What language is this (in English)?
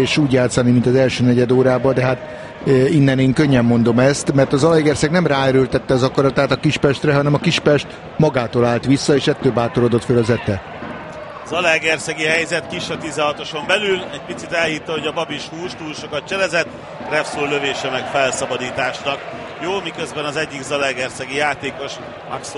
Hungarian